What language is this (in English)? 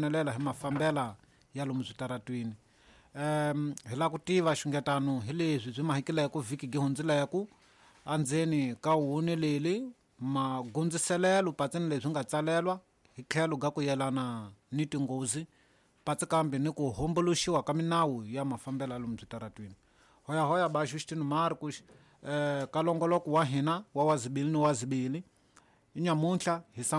Tsonga